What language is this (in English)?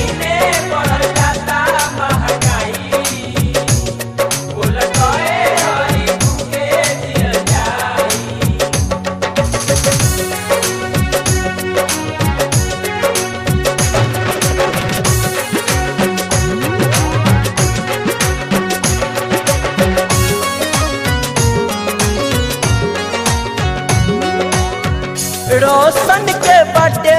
Bhojpuri